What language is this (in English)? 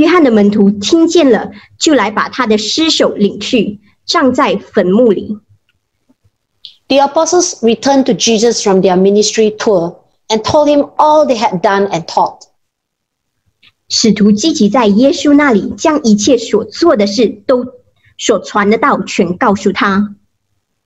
Chinese